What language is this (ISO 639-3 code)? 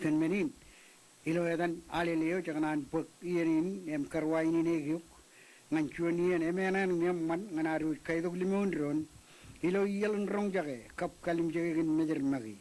mah